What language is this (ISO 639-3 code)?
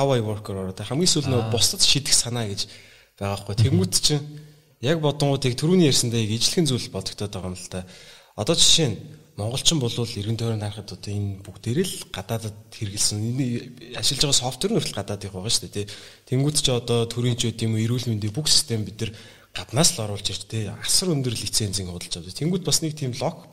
mon